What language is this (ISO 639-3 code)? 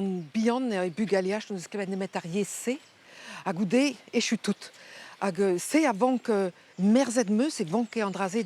bre